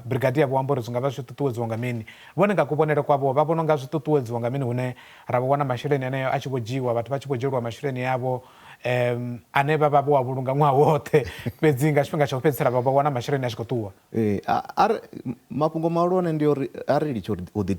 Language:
Venda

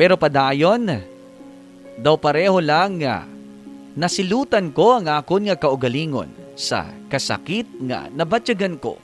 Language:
Hiligaynon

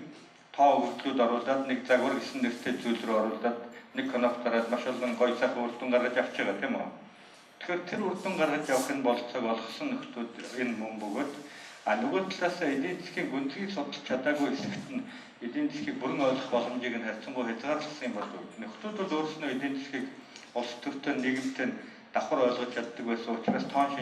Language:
Mongolian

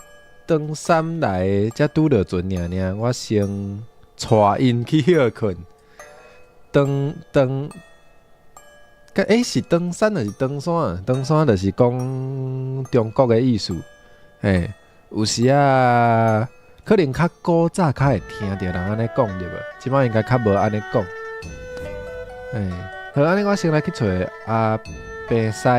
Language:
Min Nan Chinese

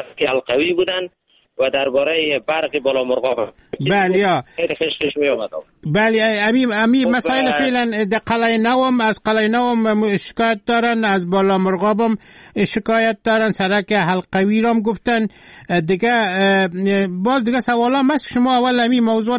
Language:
Persian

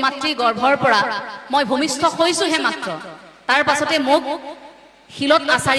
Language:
Assamese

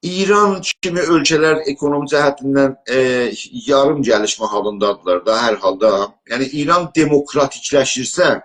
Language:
South Azerbaijani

